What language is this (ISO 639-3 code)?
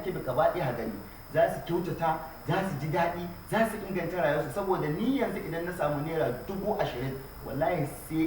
hau